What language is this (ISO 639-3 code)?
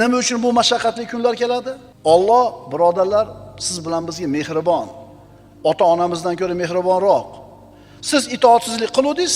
uzb